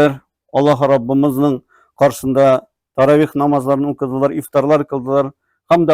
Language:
Tatar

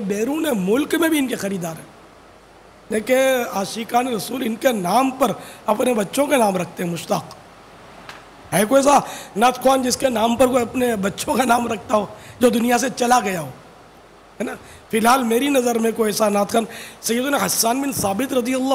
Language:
Urdu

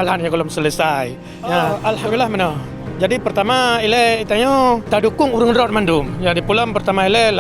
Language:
Achinese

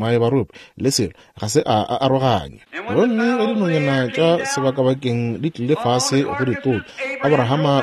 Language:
Northern Sotho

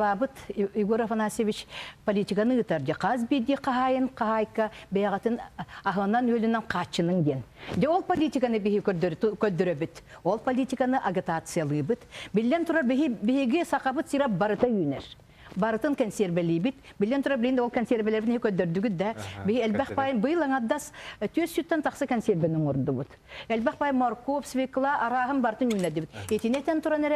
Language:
Yakut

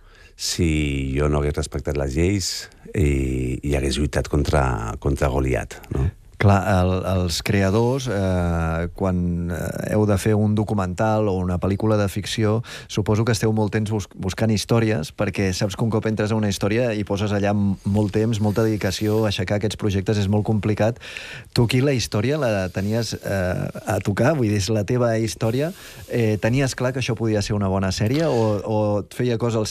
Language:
Catalan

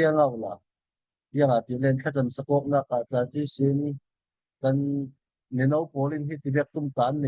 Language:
Falam Chin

